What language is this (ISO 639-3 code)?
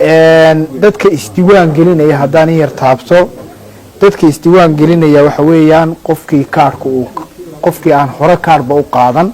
som